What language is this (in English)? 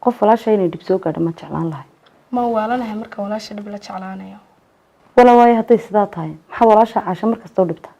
Somali